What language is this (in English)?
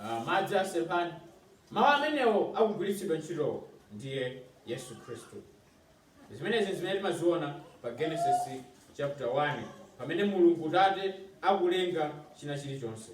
Nyanja